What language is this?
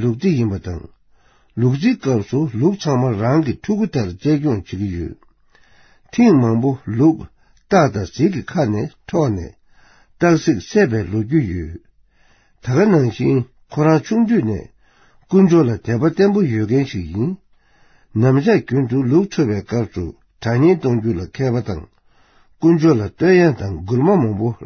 Tibetan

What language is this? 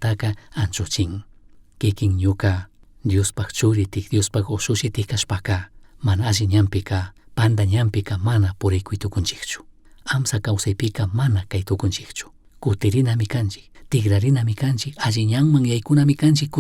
Chimborazo Highland Quichua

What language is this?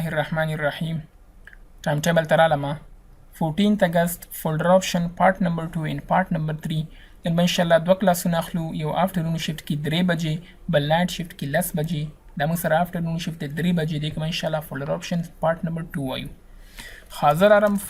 Pashto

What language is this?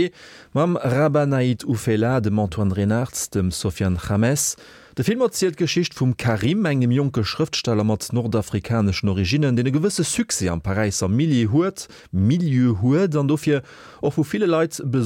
Luxembourgish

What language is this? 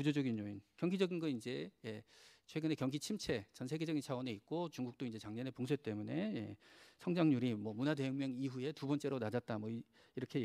Korean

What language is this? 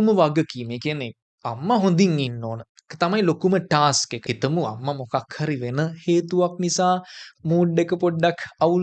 Sinhala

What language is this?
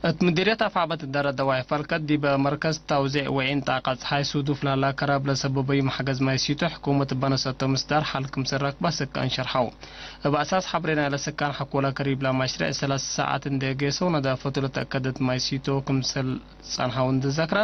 Tigre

